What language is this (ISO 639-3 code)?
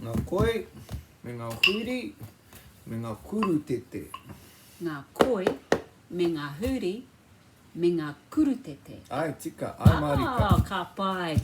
mri